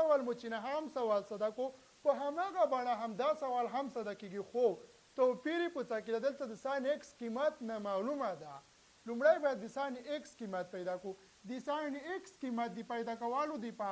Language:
Pashto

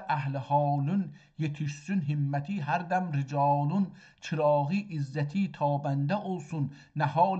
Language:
South Azerbaijani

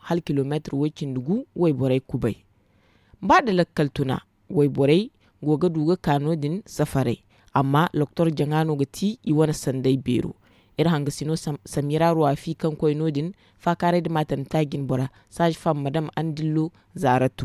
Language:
Zarma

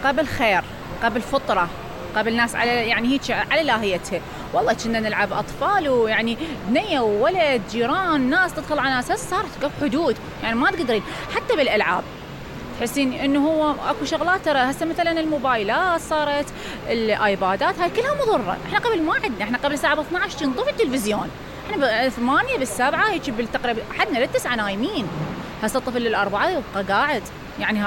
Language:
Mesopotamian Arabic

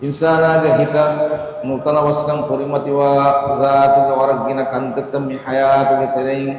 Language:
Divehi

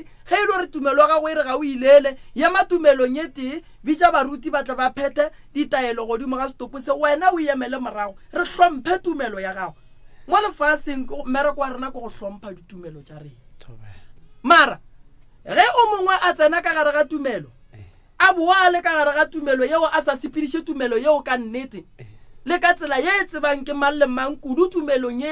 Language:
Northern Sotho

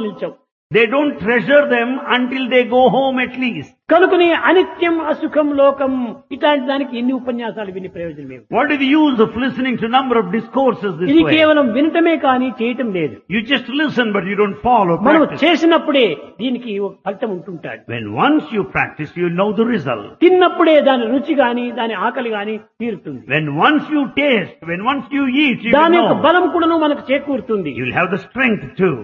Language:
Telugu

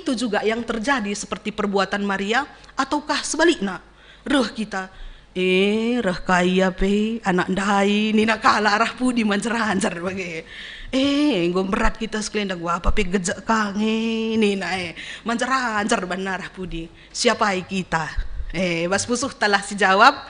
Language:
Batak Karo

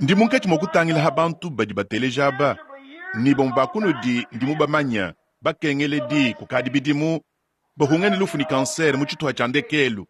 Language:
Luba-Lulua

